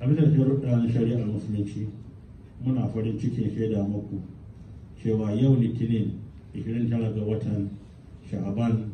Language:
Hausa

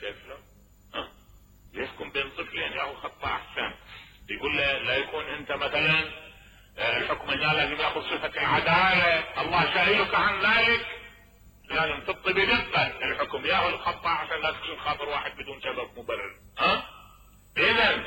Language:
Mesopotamian Arabic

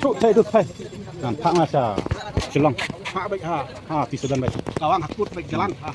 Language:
Khasi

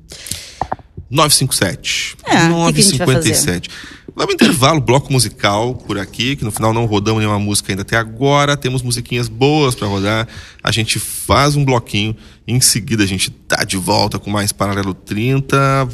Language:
Portuguese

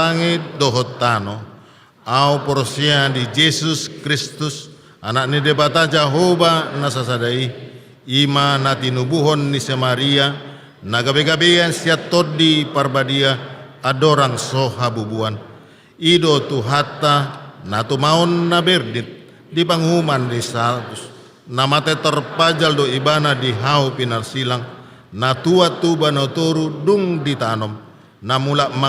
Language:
Batak Toba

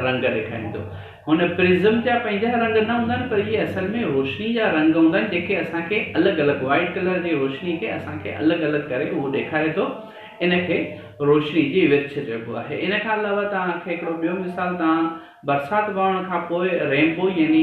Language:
Sindhi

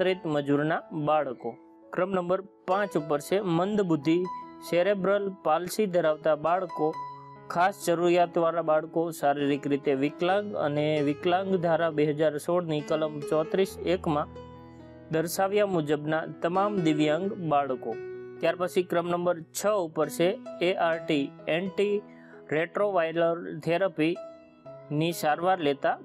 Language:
Gujarati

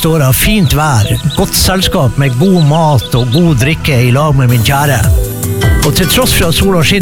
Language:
Norwegian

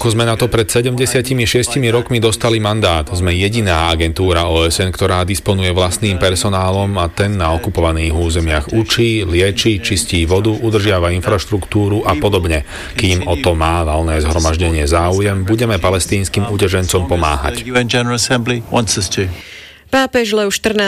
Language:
Slovak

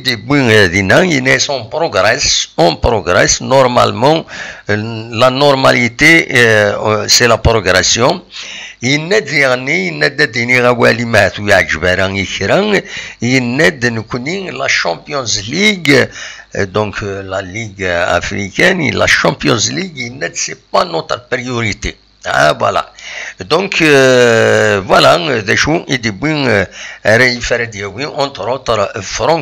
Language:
Kabyle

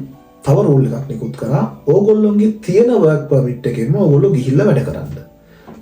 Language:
Sinhala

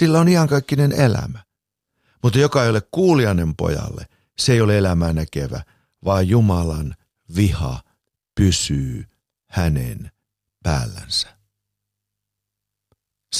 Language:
Finnish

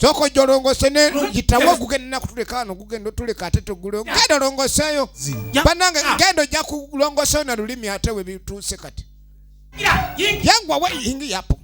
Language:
Ganda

